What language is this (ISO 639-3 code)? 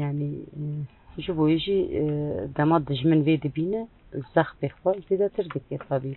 kur